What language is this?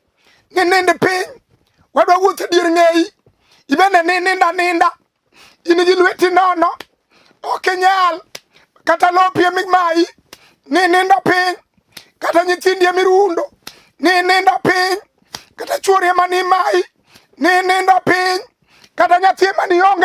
Luo (Kenya and Tanzania)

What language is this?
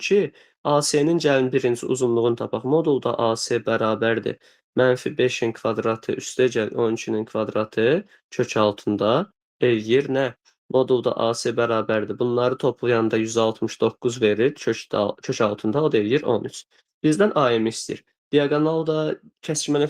Azerbaijani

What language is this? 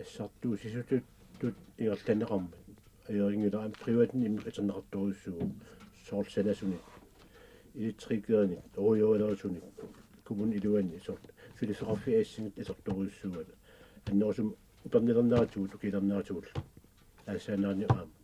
Kalaallisut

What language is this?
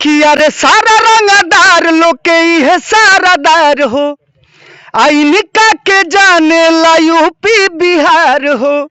Bhojpuri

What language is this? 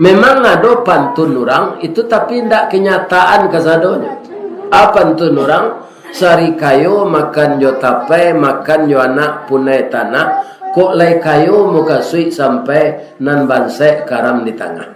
Minangkabau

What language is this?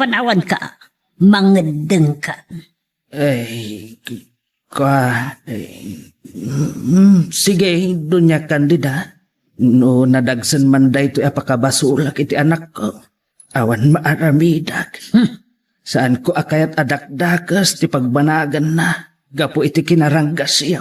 Iloko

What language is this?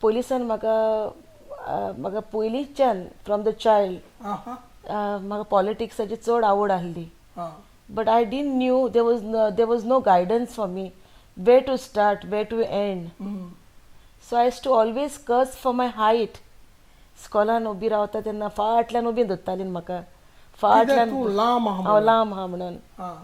Konkani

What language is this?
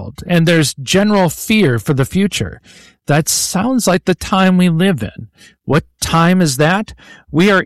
English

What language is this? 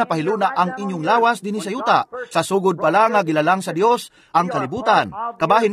Cebuano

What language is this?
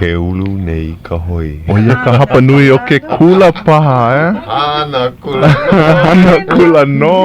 Hawaiian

